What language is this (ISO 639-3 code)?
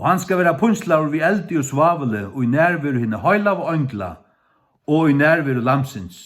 fao